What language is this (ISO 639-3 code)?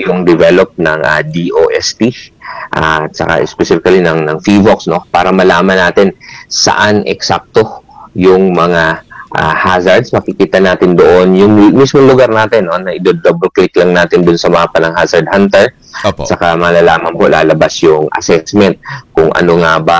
fil